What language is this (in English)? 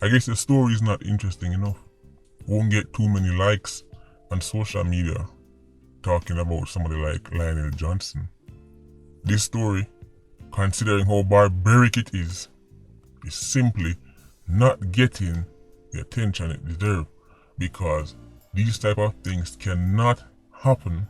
Jamaican Creole English